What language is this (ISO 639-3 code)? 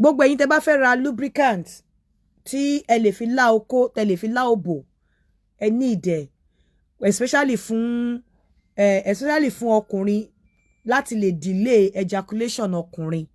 yor